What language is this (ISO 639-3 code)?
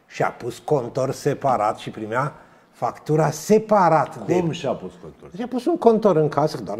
ron